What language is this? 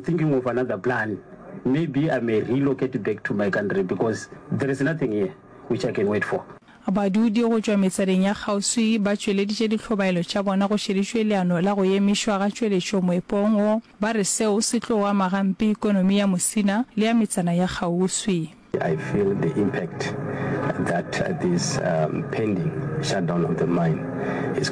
Northern Sotho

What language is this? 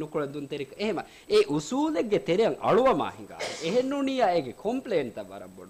Divehi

